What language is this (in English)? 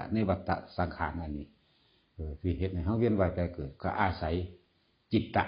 Lao